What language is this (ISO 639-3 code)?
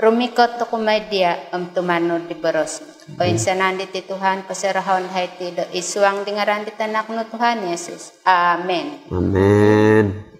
dtp